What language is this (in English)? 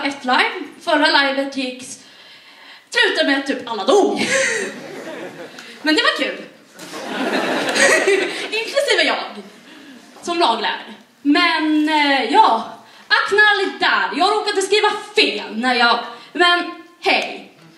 Swedish